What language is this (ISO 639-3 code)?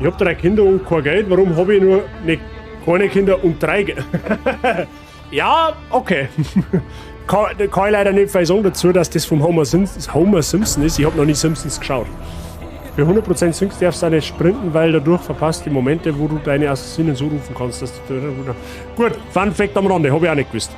bar